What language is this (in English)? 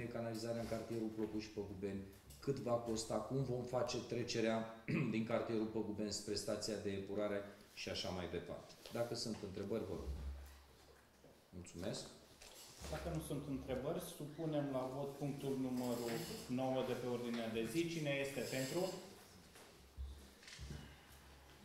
Romanian